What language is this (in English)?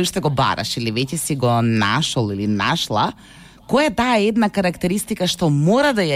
Macedonian